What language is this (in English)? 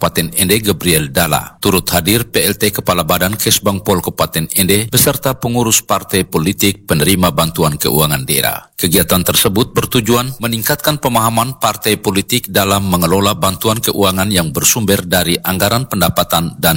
Indonesian